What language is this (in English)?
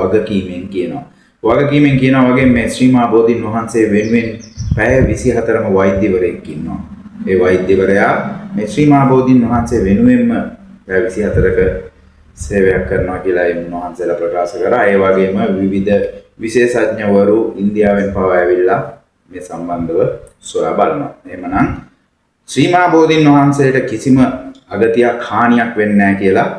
Sinhala